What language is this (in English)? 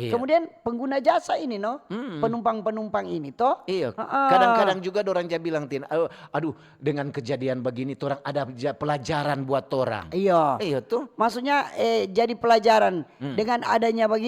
Manado Malay